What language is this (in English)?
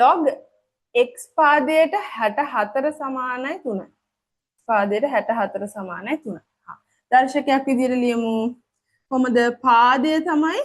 Sinhala